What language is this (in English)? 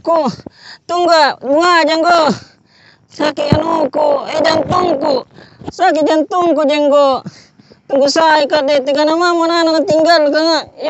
Makassar Malay